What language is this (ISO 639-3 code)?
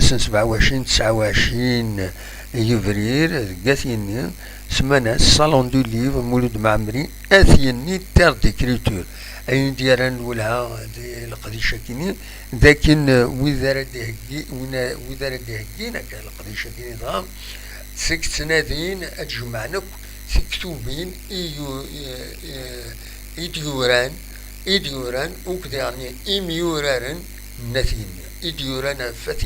kab